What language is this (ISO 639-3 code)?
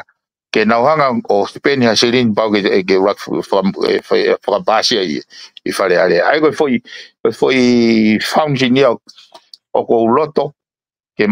ton